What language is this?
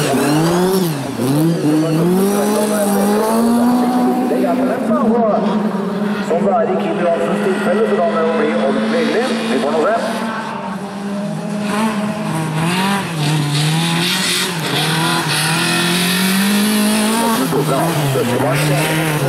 Norwegian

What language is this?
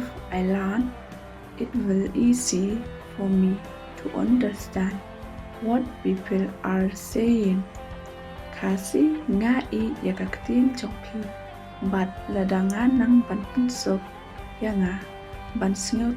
Khasi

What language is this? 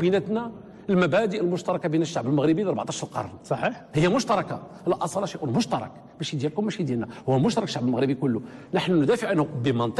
Moroccan Arabic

